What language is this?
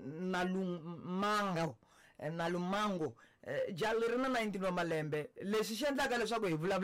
Tsonga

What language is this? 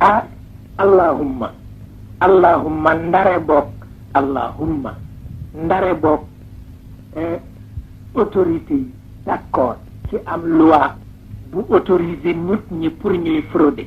Wolof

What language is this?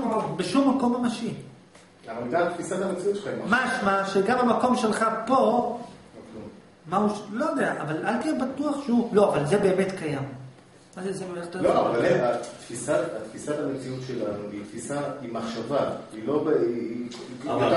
Hebrew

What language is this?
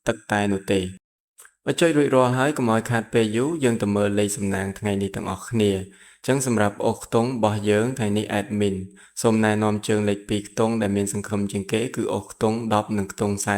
Khmer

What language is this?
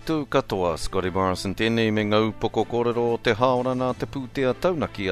Māori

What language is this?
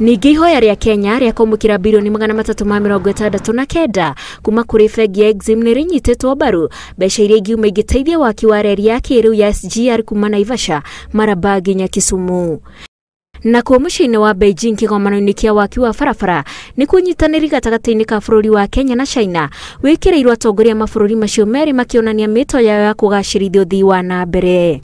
Kikuyu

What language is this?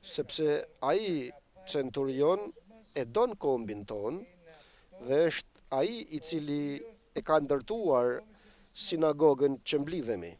Albanian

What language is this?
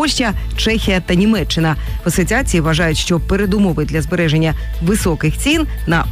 Ukrainian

